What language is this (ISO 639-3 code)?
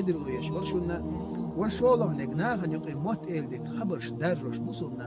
che